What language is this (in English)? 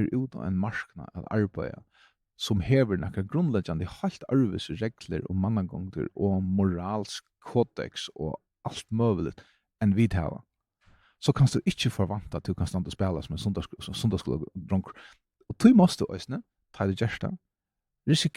Faroese